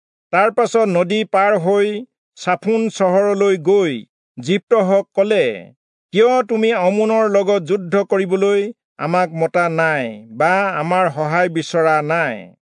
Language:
Assamese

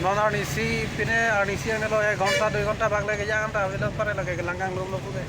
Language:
Karbi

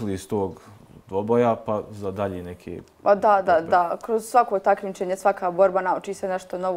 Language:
Bosnian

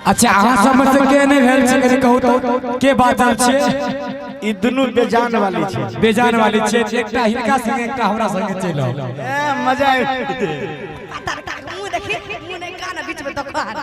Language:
Maithili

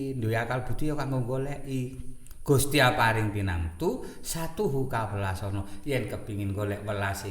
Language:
Javanese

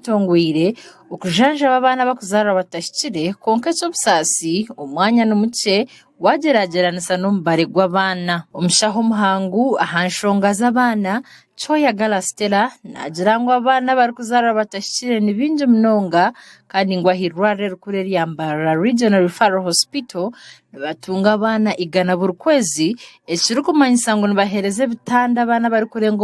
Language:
Nyankole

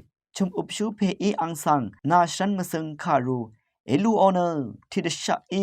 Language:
Rawang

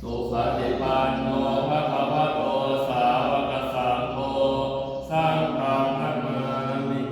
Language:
Pali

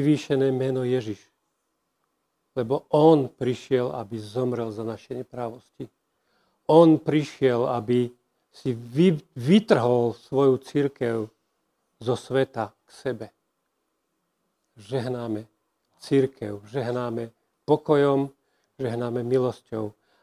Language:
Slovak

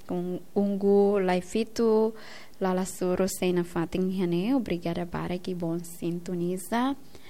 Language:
Tetum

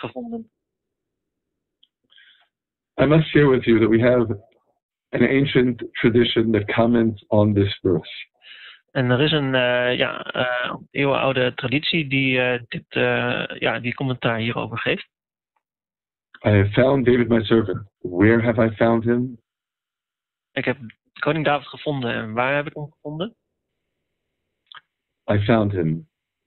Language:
Dutch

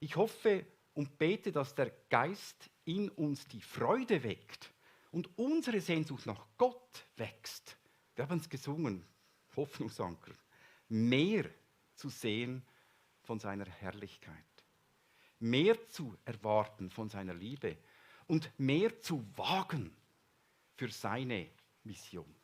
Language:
Swiss German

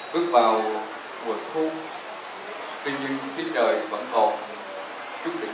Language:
Vietnamese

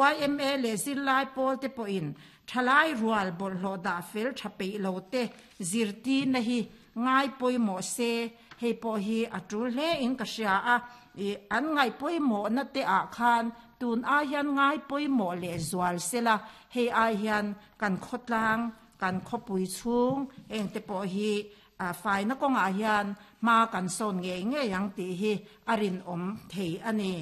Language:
Mizo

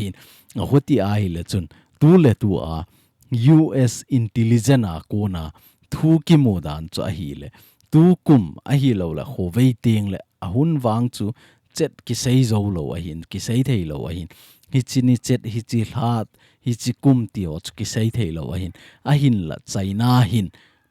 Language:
Thado Chin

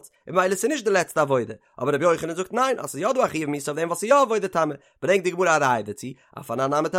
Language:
Yiddish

